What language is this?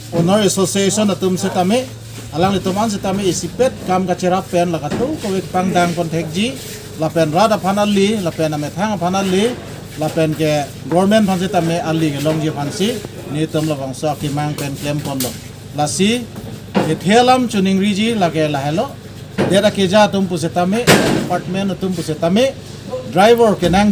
Karbi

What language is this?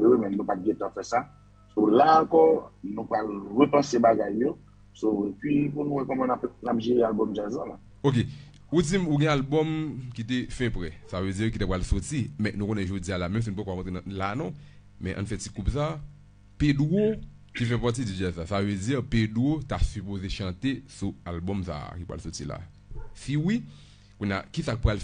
Haitian Creole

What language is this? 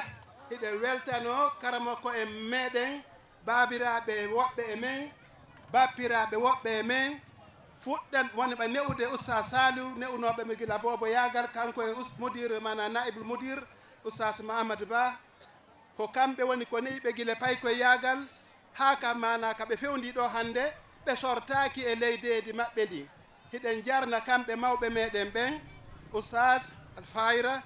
Fula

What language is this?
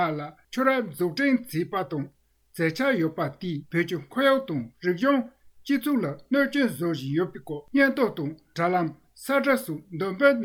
Tibetan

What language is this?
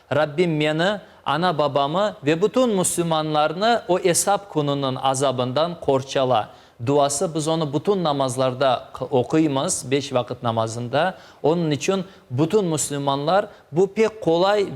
Crimean Tatar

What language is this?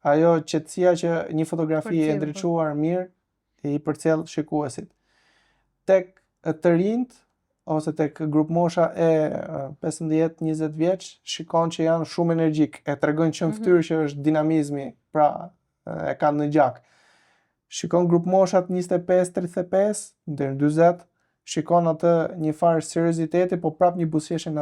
Albanian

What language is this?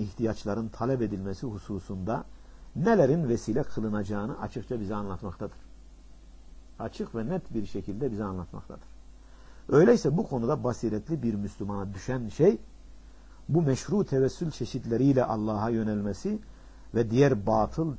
Turkish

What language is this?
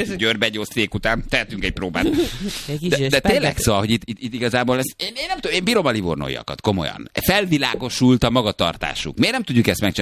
Hungarian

